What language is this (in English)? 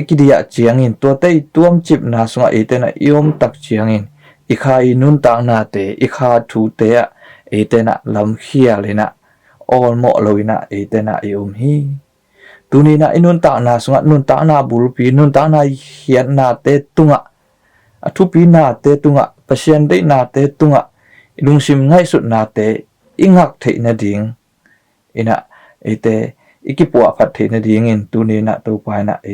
Tedim Chin